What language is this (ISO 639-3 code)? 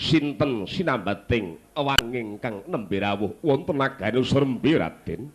jav